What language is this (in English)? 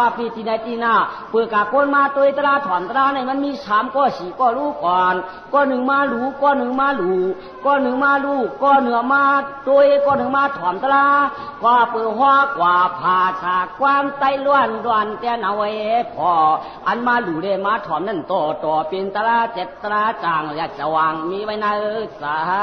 Shan